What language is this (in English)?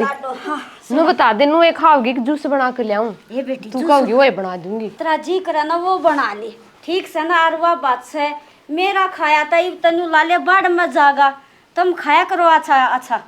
Haryanvi